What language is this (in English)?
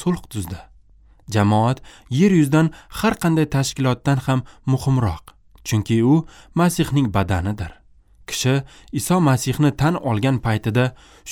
Uzbek